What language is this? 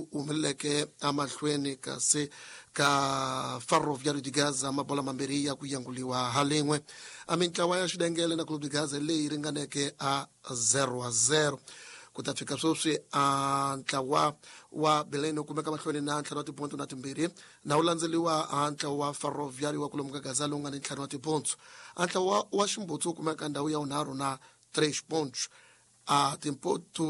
Tsonga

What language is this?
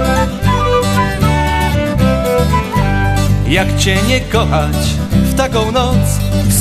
Polish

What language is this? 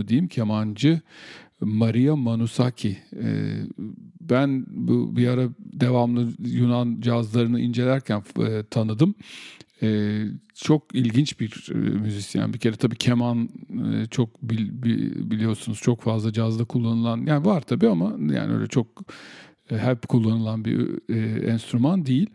Turkish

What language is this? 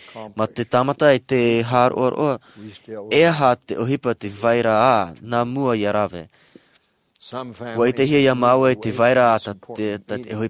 Tahitian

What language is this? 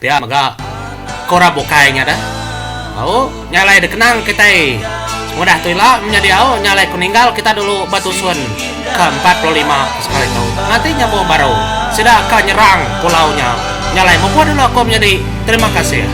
Iban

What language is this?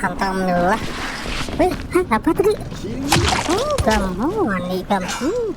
Banjar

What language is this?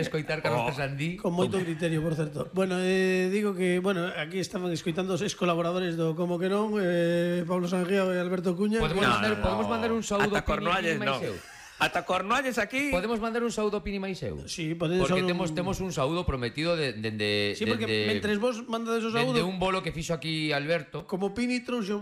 Galician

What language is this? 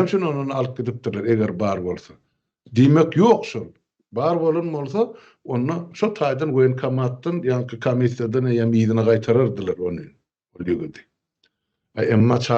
Turkmen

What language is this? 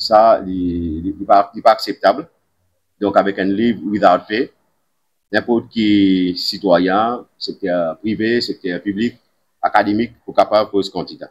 Morisyen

